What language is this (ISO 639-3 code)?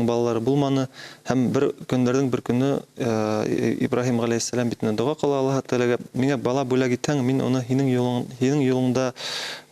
bak